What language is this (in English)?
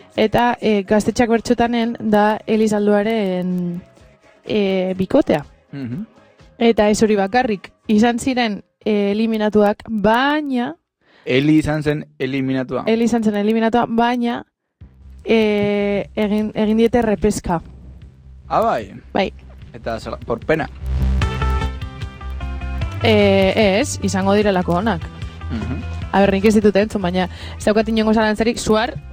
Basque